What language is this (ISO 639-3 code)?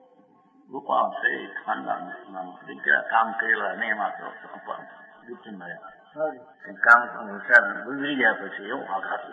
guj